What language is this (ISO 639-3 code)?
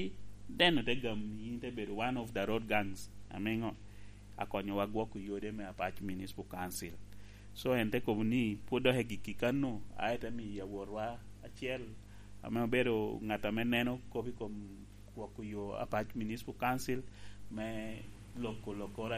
laj